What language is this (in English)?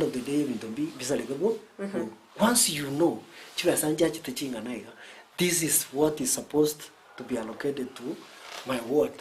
Gusii